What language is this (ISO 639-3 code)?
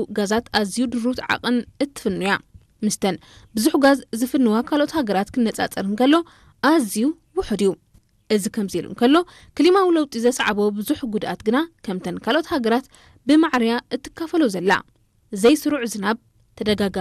tir